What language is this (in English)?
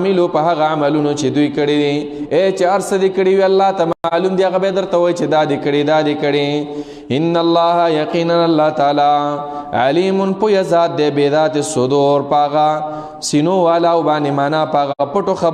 Pashto